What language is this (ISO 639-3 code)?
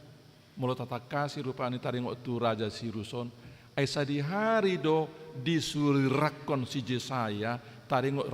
bbc